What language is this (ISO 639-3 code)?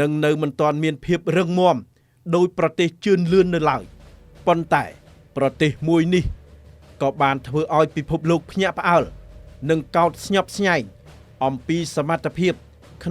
khm